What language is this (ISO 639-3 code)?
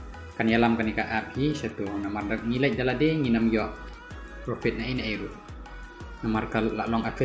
kha